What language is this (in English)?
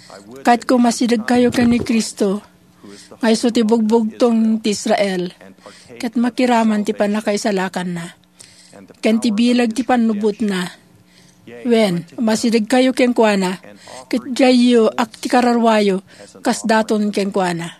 Iloko